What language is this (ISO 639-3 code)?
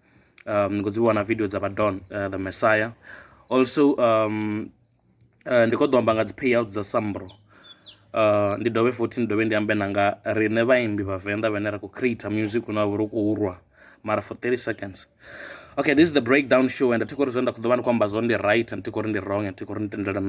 ven